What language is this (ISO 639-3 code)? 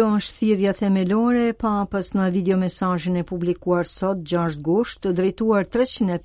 sqi